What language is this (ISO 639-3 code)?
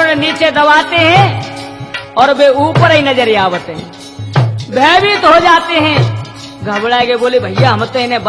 hin